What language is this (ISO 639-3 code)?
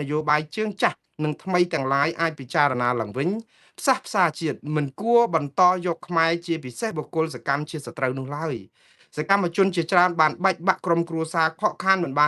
khm